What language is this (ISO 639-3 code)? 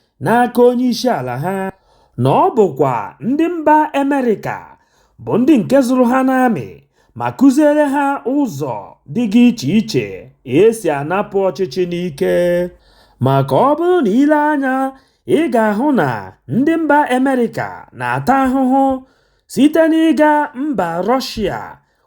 ibo